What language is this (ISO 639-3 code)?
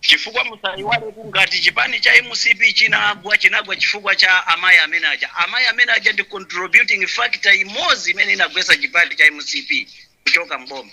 nya